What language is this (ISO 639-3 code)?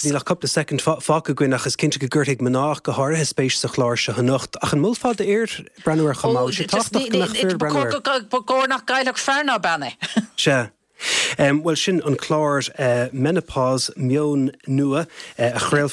gle